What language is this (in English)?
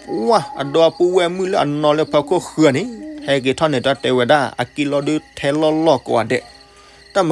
S'gaw Karen